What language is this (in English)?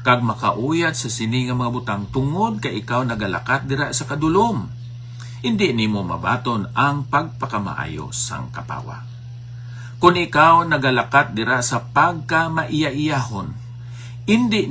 Hiligaynon